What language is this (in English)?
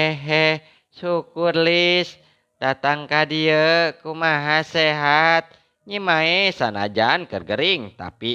Sundanese